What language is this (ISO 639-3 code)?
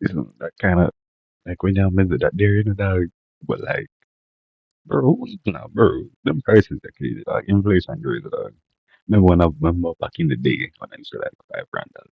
jam